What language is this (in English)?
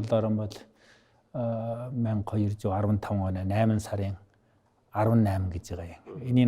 Mongolian